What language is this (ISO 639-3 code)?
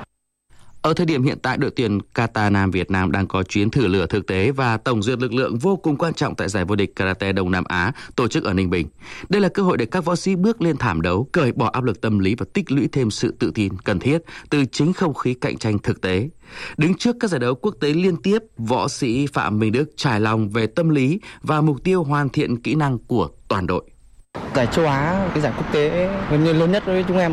vie